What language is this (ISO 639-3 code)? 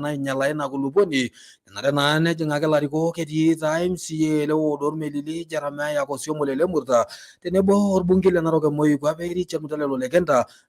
mas